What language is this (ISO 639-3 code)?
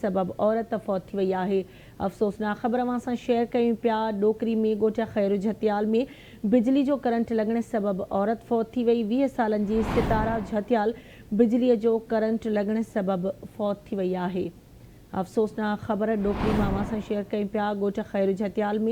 snd